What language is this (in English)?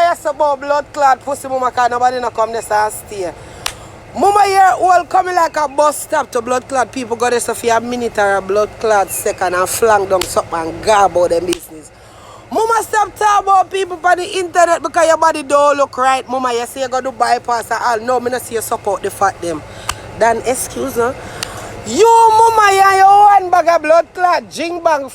Jamaican Creole English